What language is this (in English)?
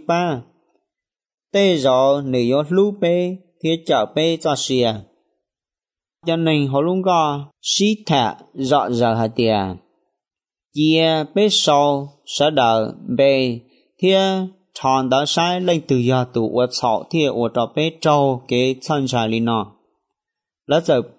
Vietnamese